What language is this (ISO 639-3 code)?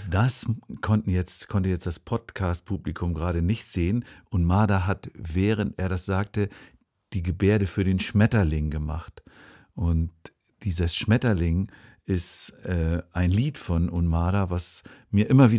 deu